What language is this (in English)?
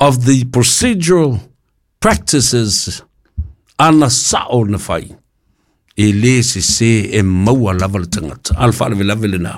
Samoan